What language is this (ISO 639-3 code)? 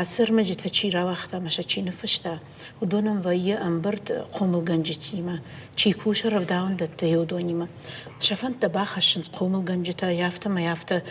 oss